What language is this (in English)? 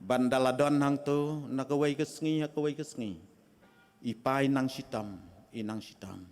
Khasi